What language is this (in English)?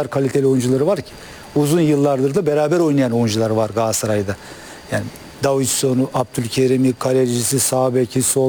Turkish